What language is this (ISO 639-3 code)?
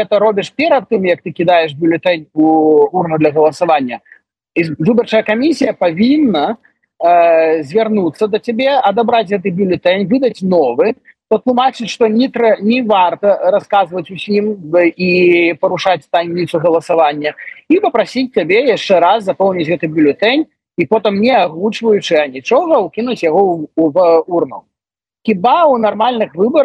bel